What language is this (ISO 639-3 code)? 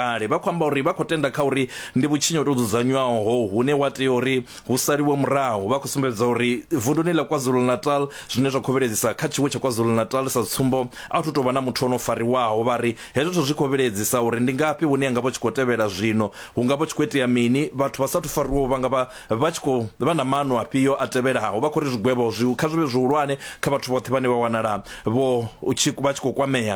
ven